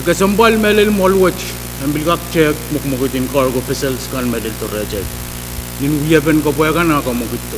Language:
Pohnpeian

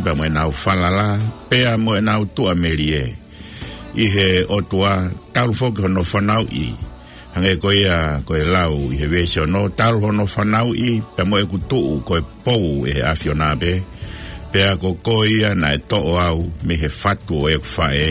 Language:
Tongan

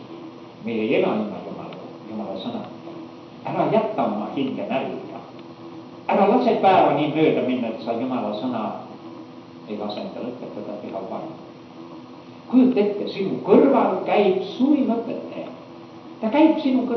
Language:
Estonian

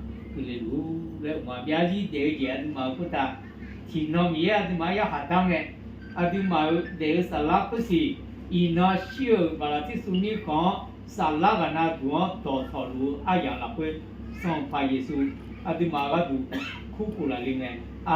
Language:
Akha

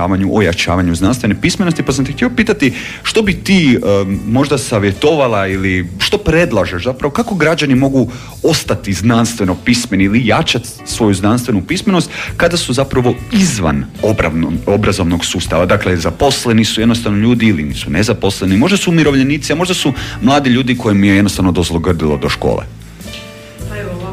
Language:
Croatian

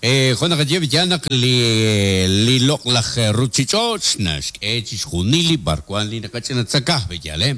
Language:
Kekchí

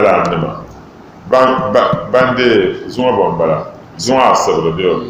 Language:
Dagbani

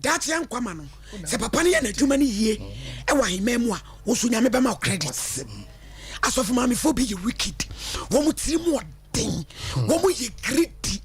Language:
Akan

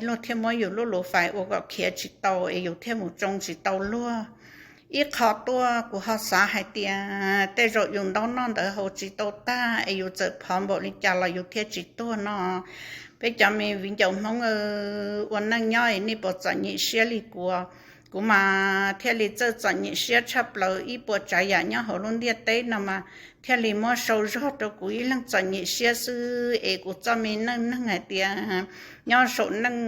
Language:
Hmong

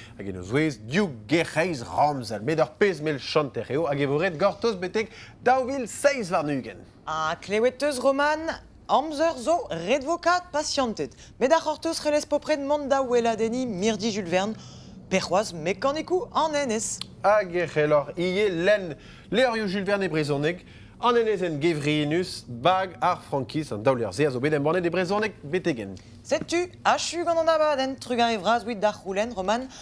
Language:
Breton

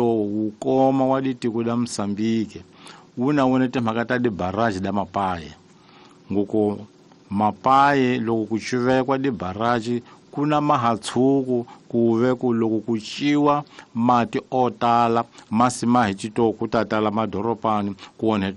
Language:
Tsonga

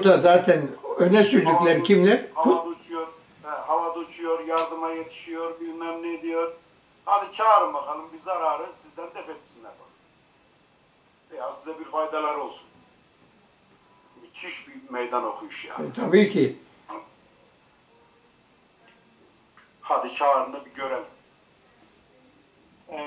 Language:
Turkish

